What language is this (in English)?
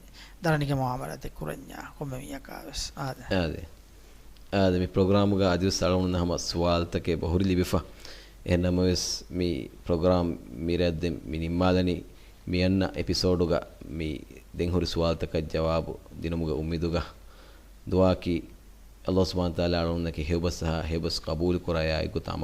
Divehi